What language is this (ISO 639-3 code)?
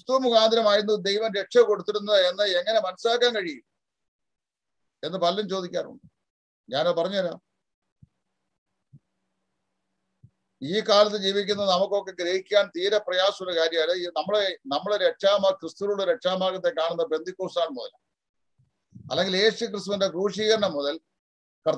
mal